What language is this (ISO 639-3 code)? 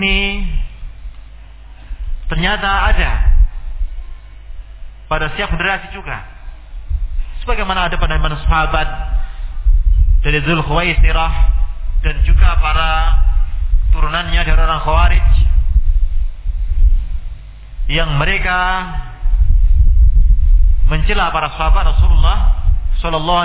ind